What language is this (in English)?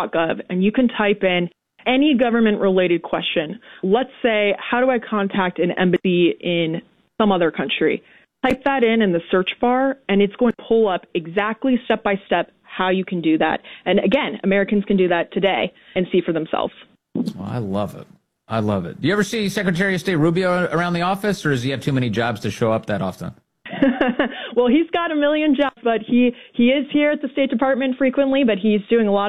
English